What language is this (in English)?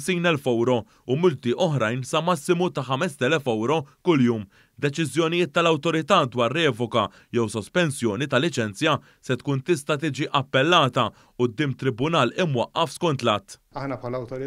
Maltese